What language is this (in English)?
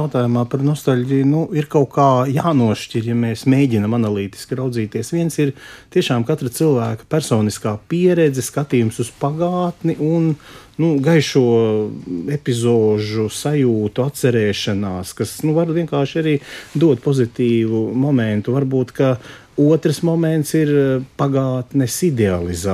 Latvian